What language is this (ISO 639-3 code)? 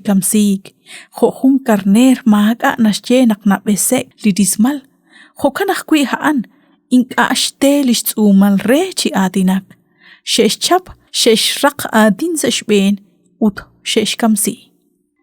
kek